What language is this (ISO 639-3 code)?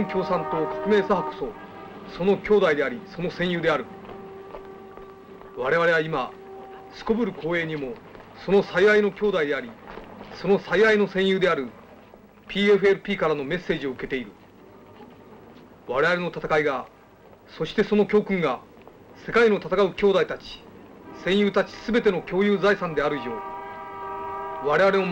jpn